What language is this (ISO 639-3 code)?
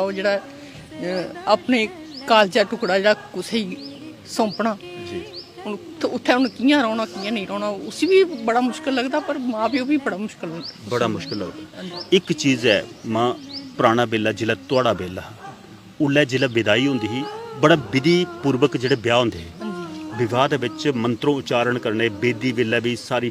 doi